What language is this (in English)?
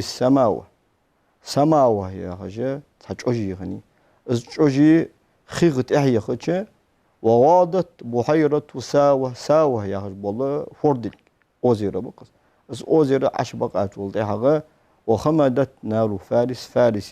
Ingush